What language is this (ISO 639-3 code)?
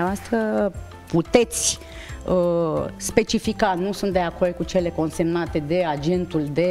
ron